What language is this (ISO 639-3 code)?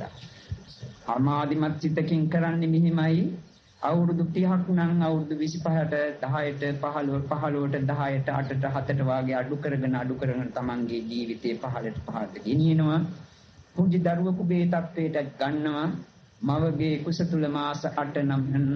sin